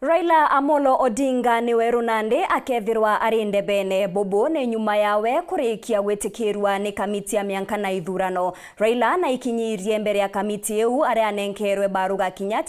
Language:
Meru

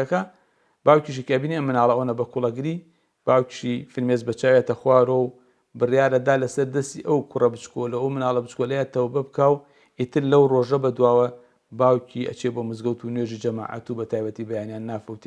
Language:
Central Kurdish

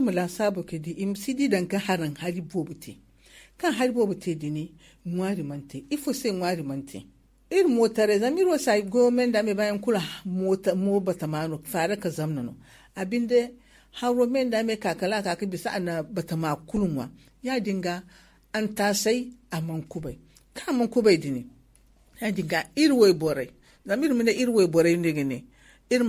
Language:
Zarma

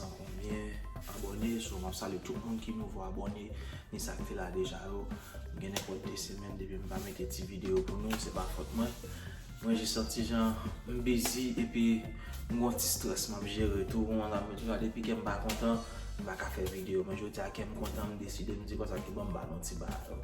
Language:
Haitian Creole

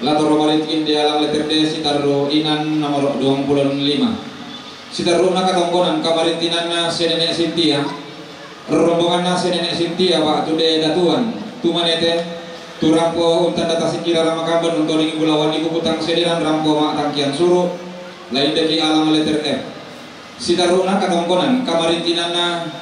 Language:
Toraja-Sa'dan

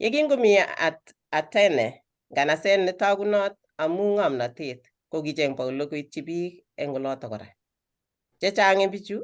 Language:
Kalenjin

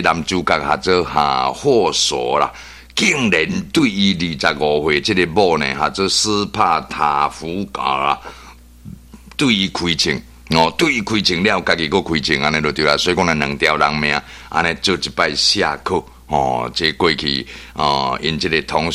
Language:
Min Nan Chinese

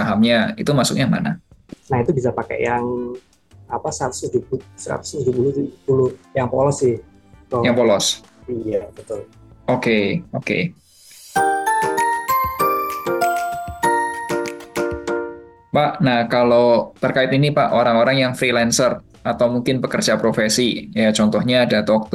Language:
Indonesian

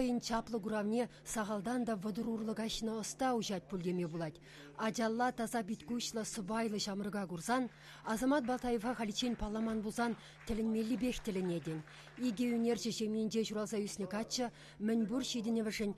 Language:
Chuvash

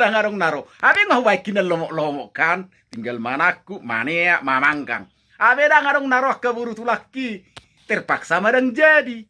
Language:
Batak Toba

